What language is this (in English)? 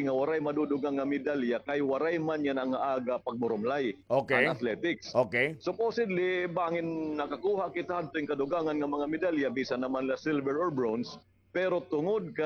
Waray